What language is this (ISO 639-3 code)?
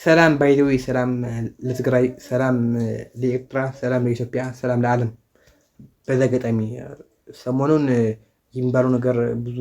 amh